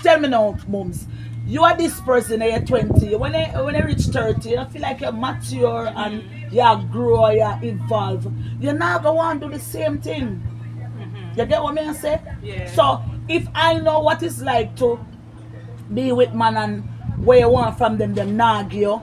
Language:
Jamaican Creole English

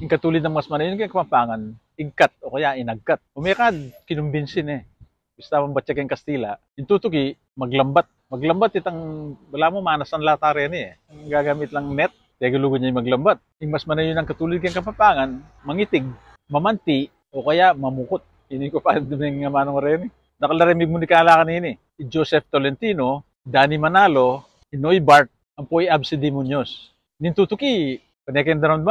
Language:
Pampanga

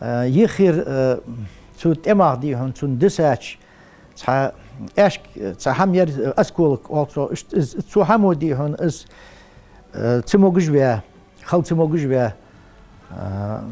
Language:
Ingush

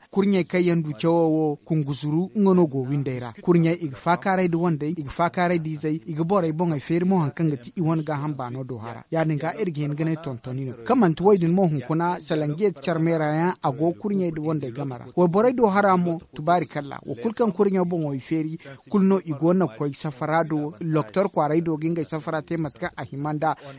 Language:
Zarma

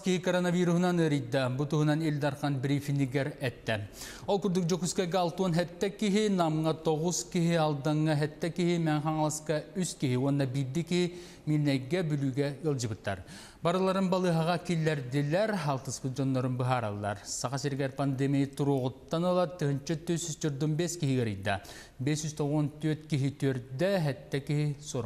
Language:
Yakut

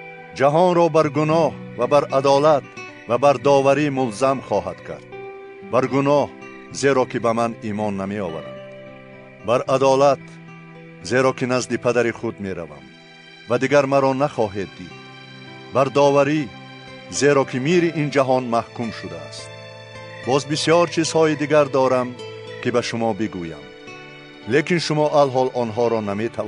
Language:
Tajik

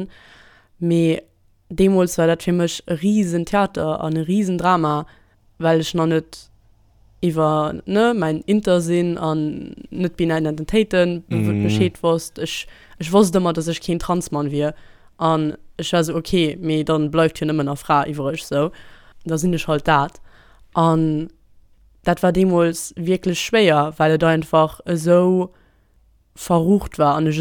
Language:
Luxembourgish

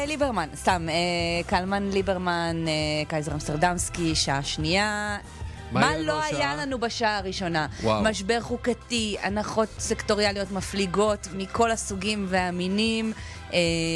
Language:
Hebrew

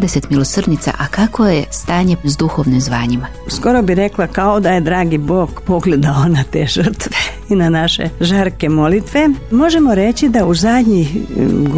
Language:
Croatian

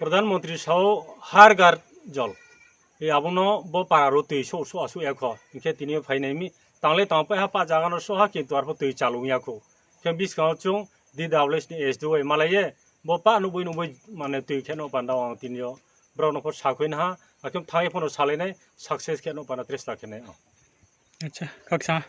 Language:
Riang (India)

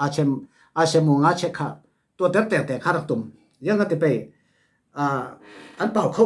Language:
Falam Chin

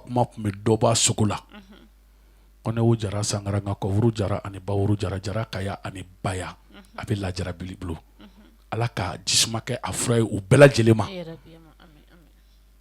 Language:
Bambara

